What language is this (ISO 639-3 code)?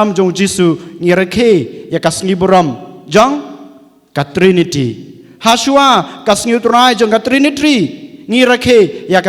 kha